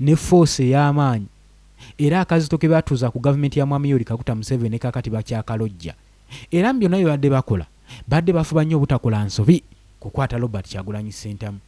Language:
Ganda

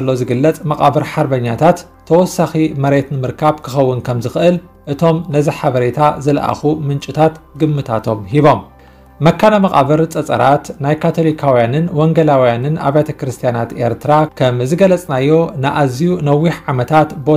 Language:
Tigrinya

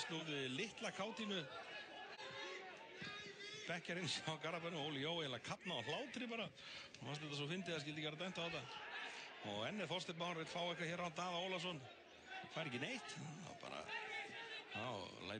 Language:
Icelandic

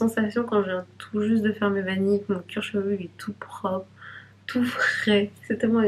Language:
French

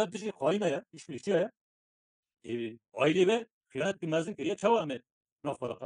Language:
Kurdish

